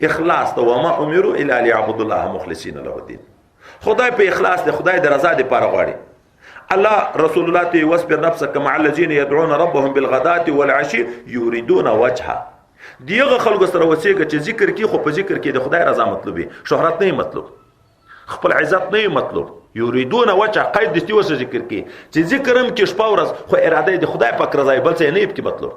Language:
Pashto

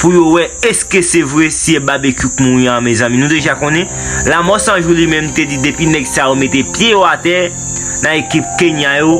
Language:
Haitian Creole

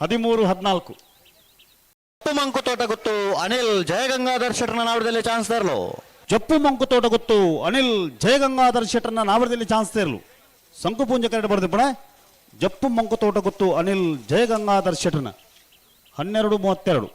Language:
Tulu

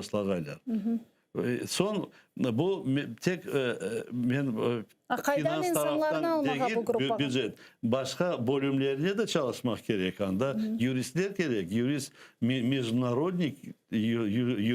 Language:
Crimean Tatar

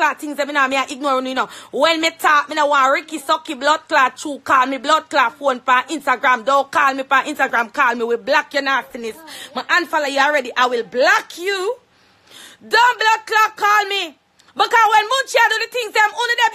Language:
Jamaican Creole English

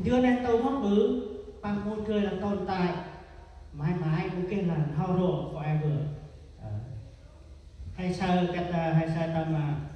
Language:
Central Mnong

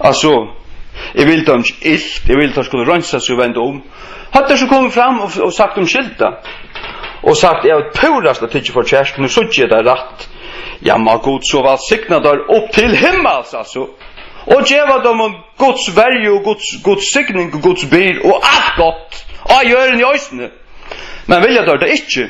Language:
Faroese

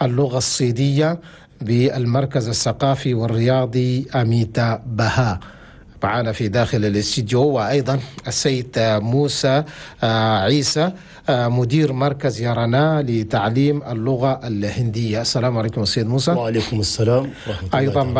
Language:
Chadian Arabic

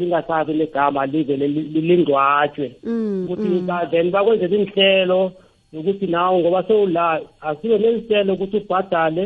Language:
South Ndebele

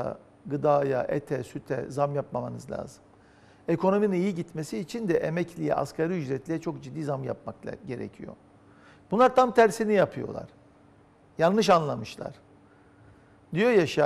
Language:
Turkish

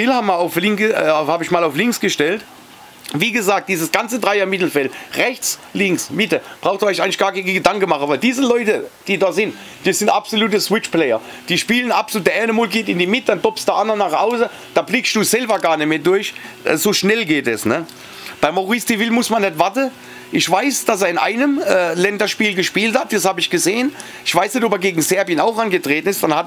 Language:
German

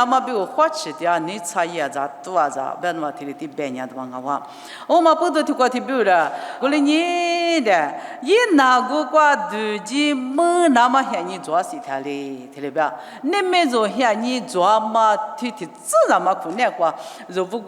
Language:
Lisu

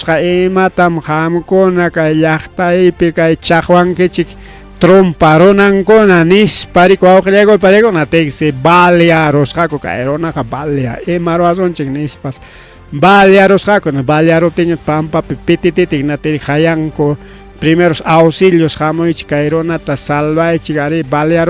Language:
Ayacucho Quechua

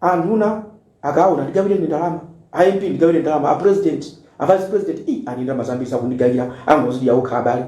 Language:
Nyanja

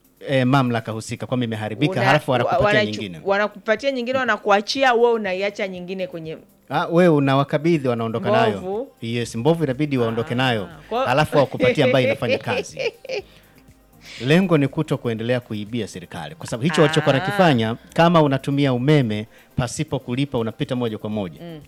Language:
Swahili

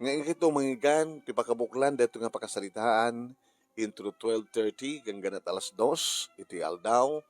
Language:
Iloko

